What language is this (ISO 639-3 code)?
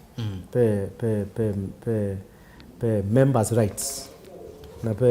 kam